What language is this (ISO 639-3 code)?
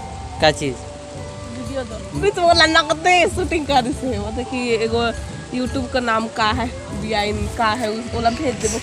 hne